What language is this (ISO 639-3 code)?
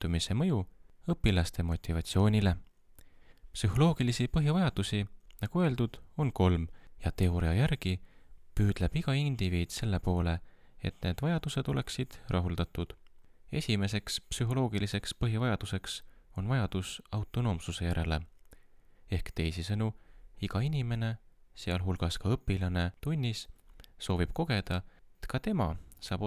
est